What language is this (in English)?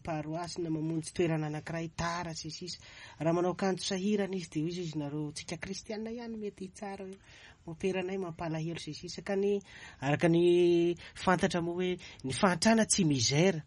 Malagasy